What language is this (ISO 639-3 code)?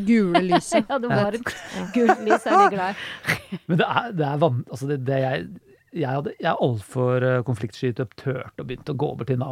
nor